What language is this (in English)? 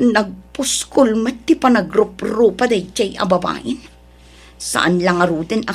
Iloko